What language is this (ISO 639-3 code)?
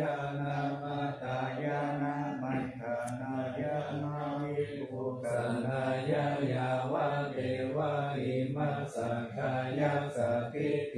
pli